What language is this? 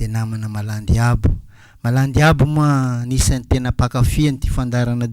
Malagasy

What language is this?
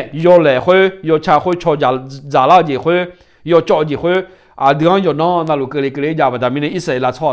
Akha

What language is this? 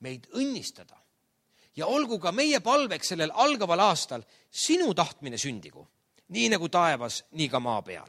Estonian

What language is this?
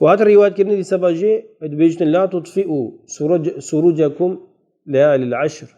Kurdish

